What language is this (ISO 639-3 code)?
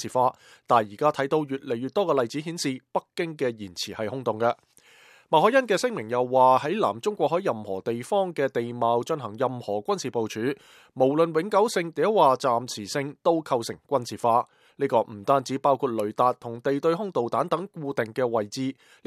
yue